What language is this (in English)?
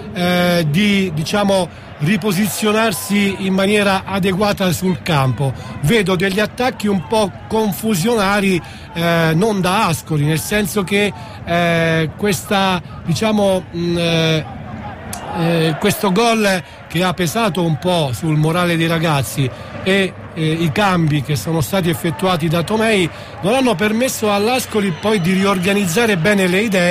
Italian